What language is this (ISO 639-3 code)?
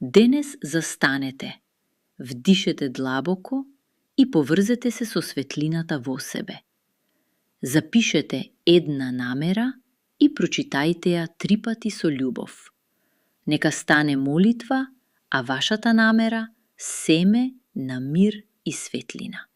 mkd